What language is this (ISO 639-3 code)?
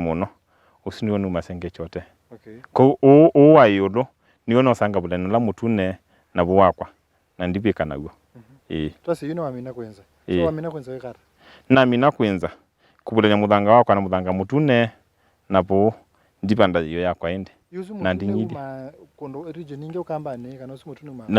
kam